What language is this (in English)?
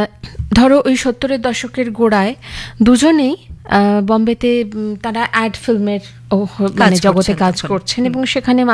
Bangla